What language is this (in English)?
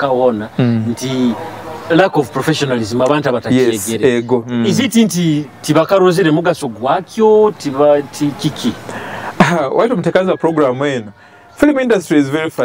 Nyoro